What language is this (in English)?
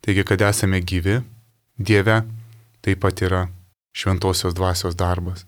Lithuanian